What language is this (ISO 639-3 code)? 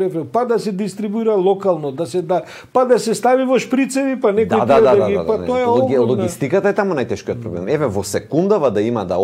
mkd